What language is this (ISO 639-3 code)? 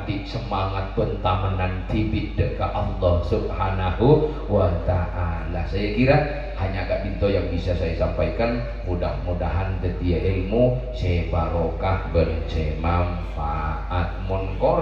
mad